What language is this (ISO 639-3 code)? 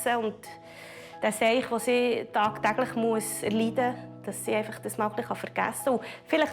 gsw